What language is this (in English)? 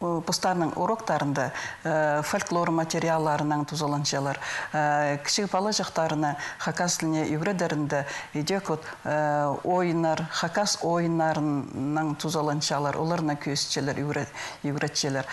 Khakas